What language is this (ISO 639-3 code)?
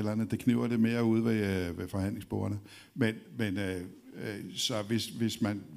dan